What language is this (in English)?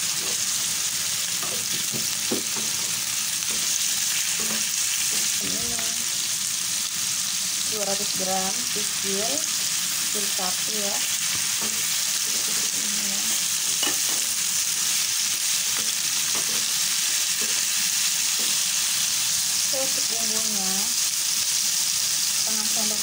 Indonesian